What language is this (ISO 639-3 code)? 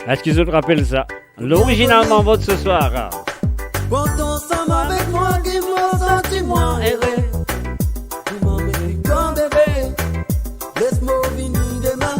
mfe